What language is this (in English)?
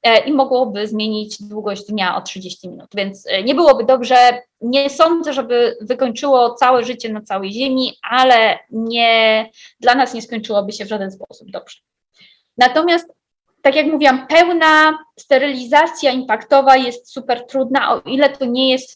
Polish